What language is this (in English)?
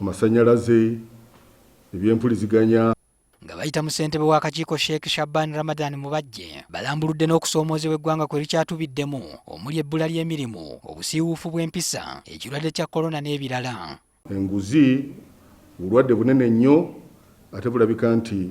Ganda